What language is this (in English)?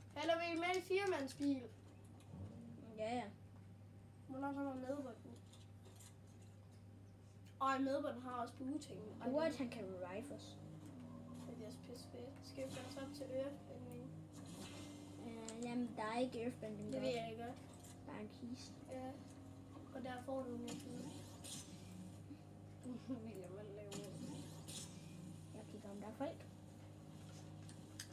Danish